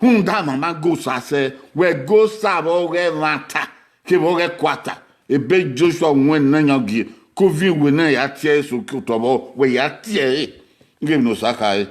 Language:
Bini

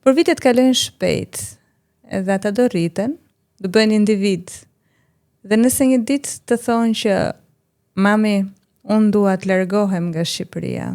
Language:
Albanian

